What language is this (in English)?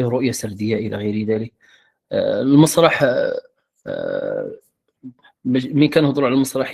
Moroccan Arabic